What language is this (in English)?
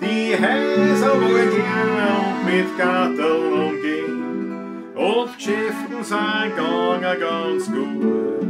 Bavarian